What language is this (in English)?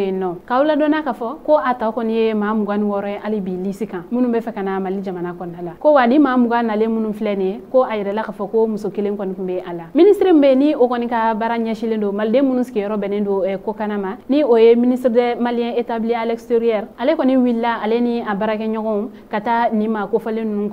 Bambara